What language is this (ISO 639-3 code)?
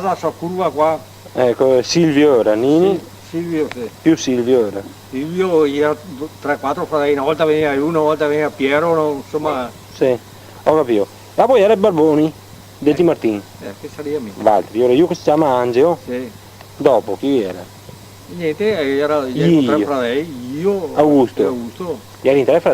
vec